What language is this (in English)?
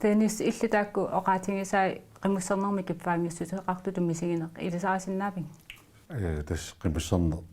Kalaallisut